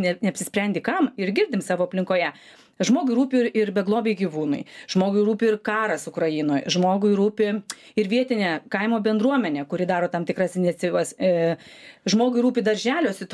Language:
Lithuanian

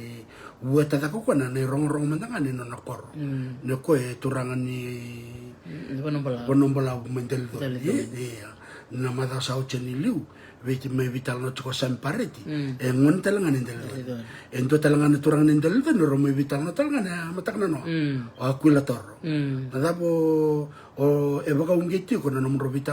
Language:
Fijian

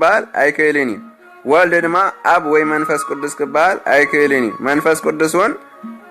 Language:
Tigrinya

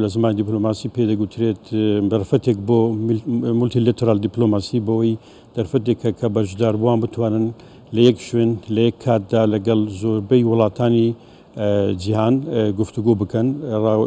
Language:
Central Kurdish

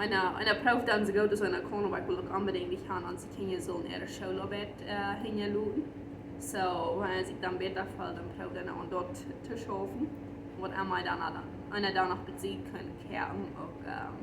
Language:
Plautdietsch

